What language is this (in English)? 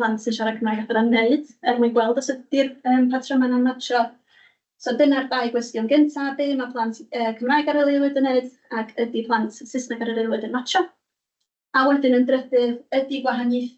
Welsh